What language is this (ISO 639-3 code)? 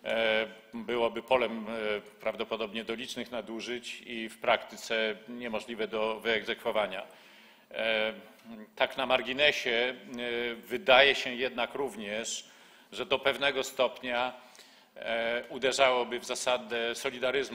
pol